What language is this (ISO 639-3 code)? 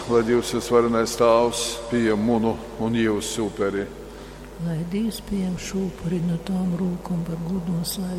ltg